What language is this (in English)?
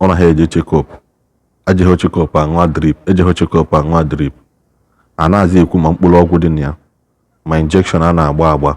Igbo